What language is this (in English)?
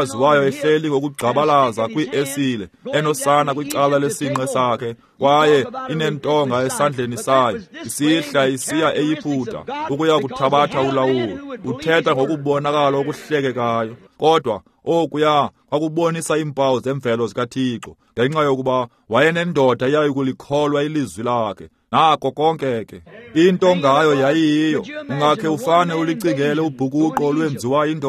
Xhosa